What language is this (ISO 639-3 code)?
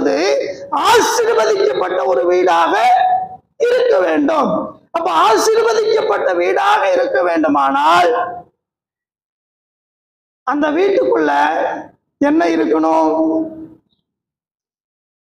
tam